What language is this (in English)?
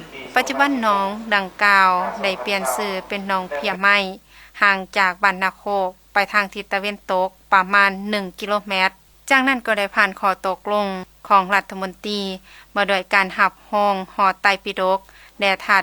Lao